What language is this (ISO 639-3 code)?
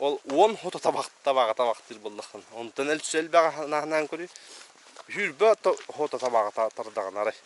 sah